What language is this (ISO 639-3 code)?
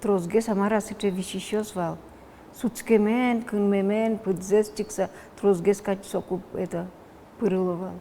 udm